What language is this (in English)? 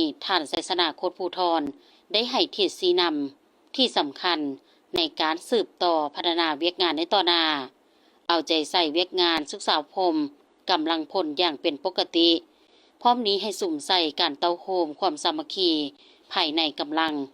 Lao